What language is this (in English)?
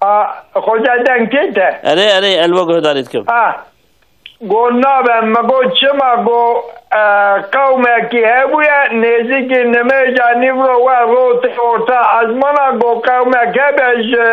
Kurdish